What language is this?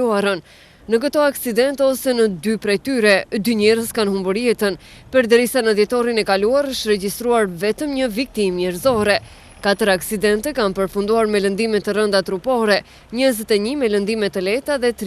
Albanian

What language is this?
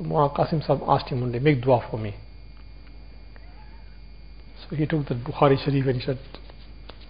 English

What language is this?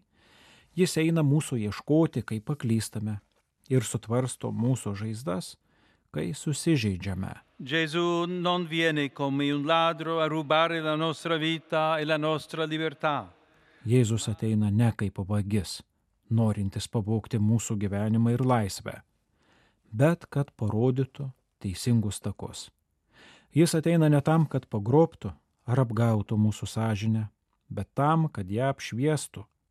Lithuanian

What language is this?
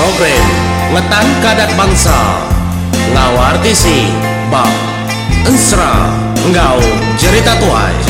Iban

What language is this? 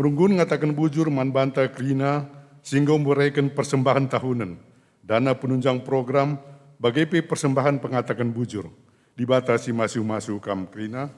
Batak Karo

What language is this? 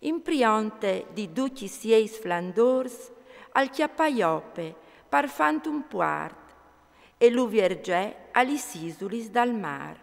Friulian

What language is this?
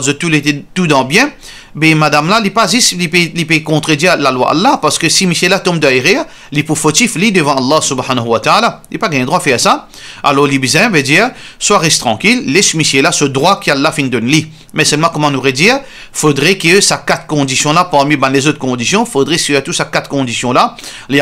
Morisyen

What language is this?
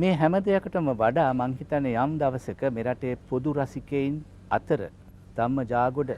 Sinhala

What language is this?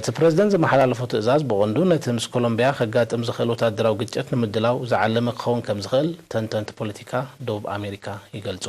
Tigrinya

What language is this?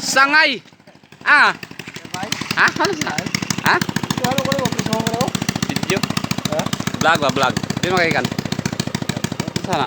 Cebuano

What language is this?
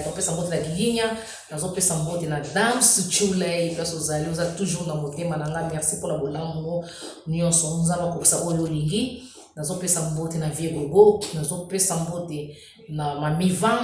Lingala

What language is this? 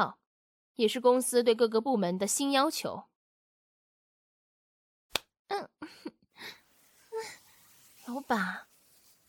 Chinese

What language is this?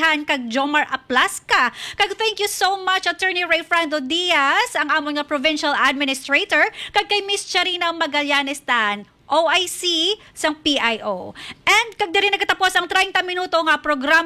Hiligaynon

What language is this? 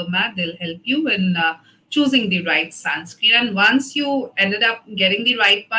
English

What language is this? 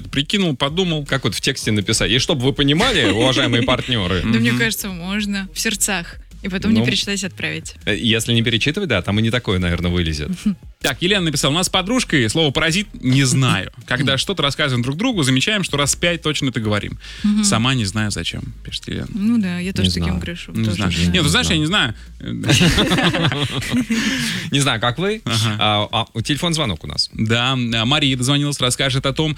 Russian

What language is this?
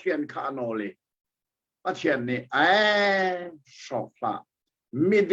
Hakha Chin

